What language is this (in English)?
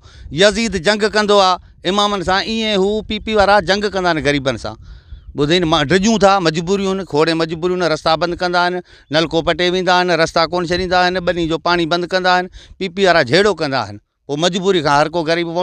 Sindhi